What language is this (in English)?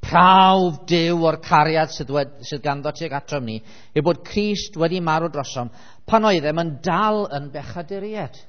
Welsh